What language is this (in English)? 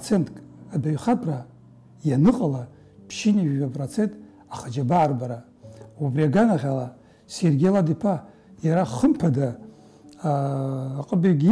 Abkhazian